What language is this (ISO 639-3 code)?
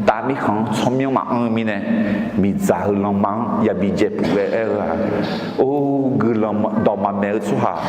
ahk